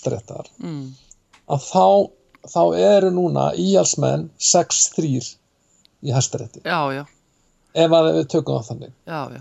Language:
Icelandic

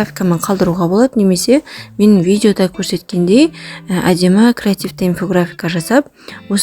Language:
Kazakh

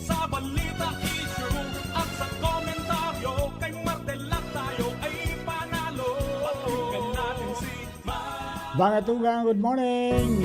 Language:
Bikol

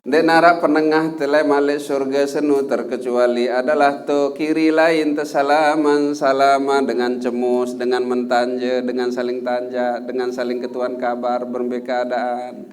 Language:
Sasak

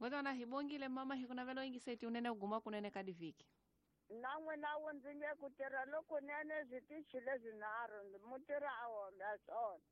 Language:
Tsonga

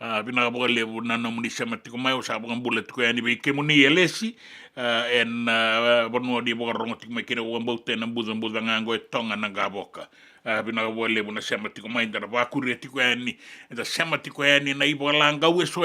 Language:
Fijian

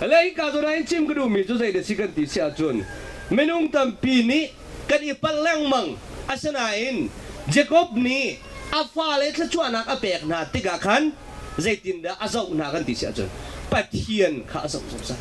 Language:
Hakha Chin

